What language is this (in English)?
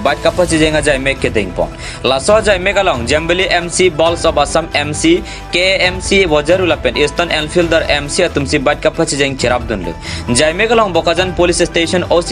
Karbi